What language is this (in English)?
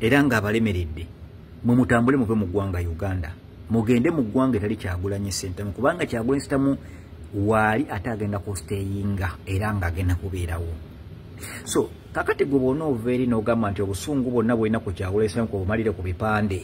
Ganda